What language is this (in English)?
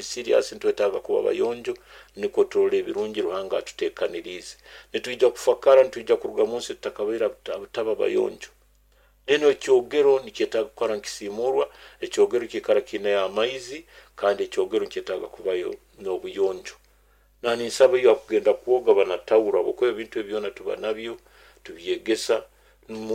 Nyoro